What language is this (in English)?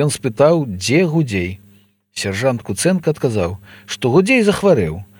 Belarusian